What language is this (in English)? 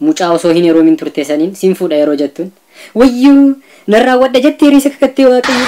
Oromo